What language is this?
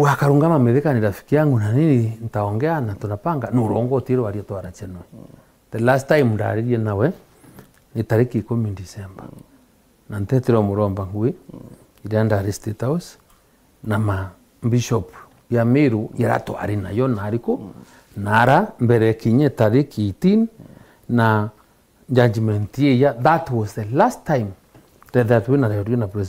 Meru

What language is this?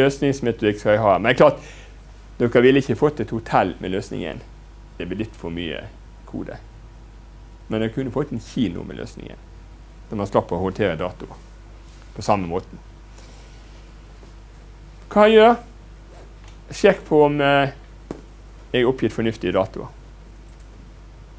Norwegian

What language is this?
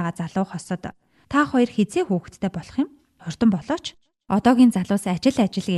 Mongolian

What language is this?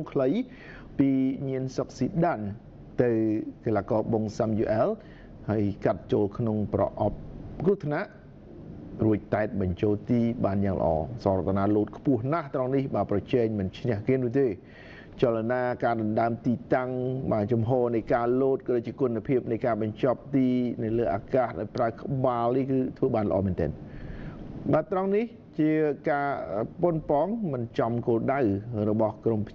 Khmer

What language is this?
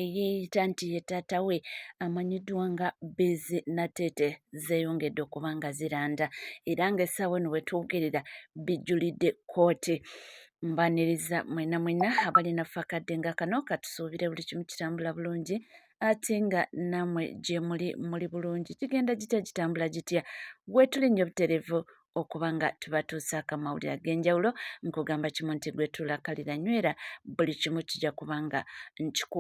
Ganda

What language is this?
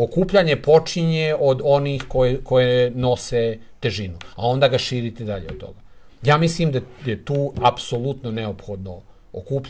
Serbian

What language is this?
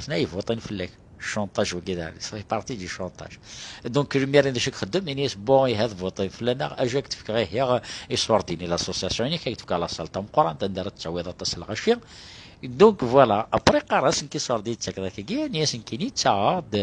Kabyle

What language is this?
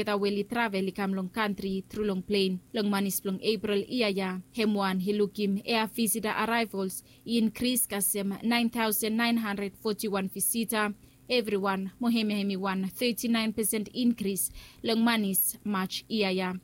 Bislama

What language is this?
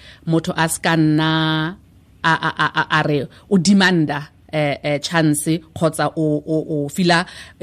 Tswana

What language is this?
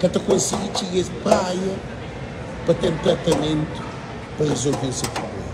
Kabuverdianu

